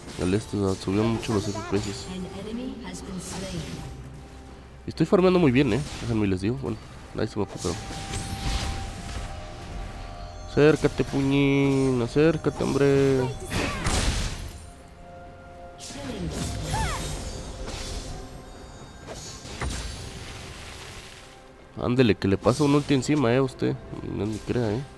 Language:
Spanish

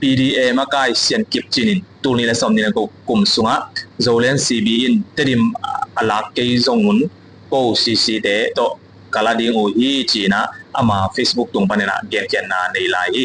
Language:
Tedim Chin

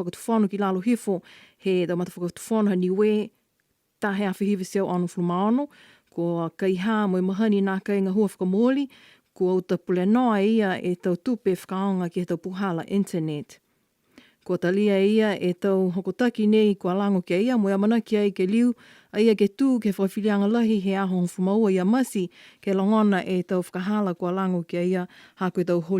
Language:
Niuean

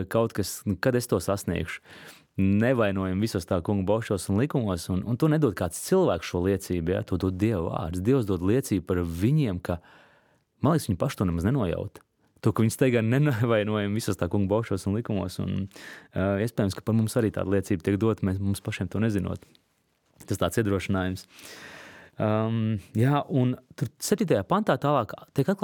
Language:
Latvian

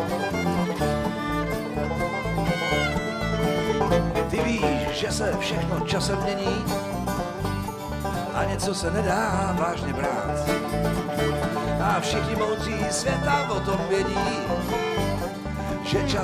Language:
Czech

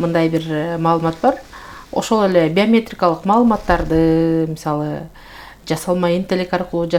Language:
Kyrgyz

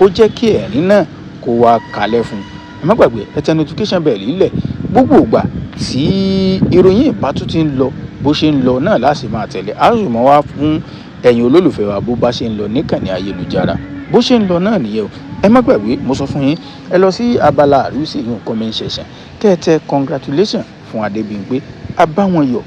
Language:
Yoruba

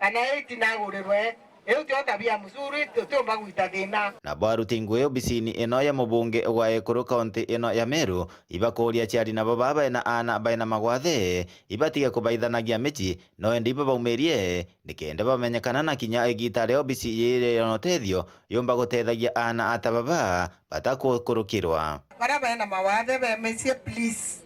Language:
Meru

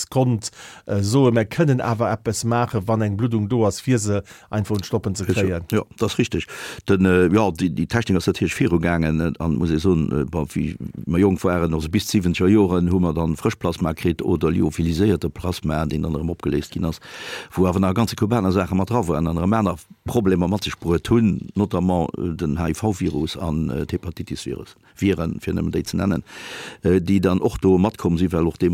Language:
Luxembourgish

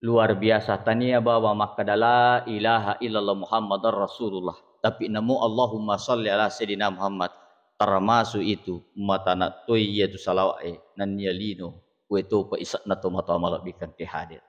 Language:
Buginese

